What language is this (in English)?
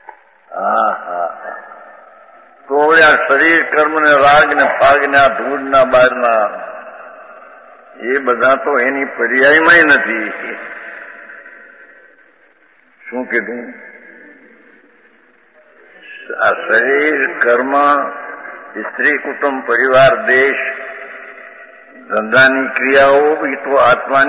Gujarati